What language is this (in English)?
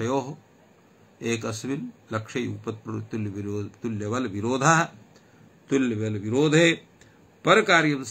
Sanskrit